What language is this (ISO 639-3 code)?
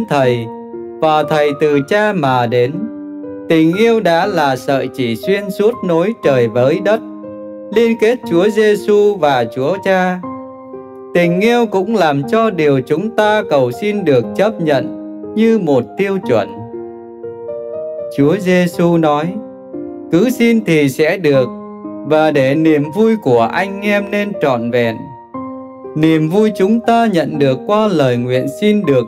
vie